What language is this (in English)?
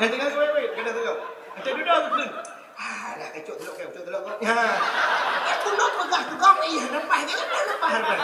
Achinese